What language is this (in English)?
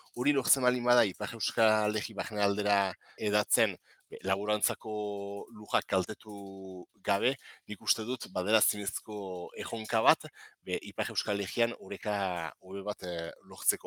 Basque